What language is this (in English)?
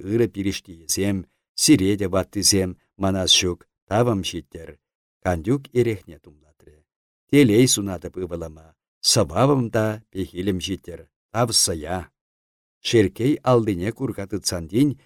Chuvash